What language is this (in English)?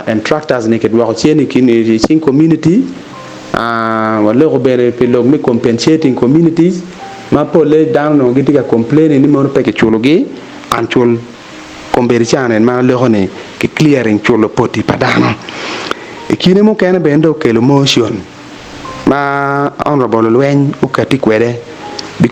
Acoli